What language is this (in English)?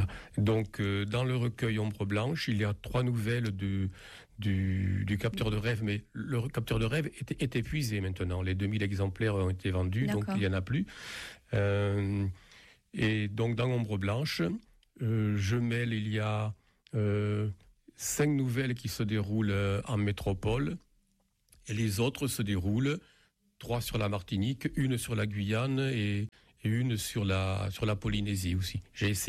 French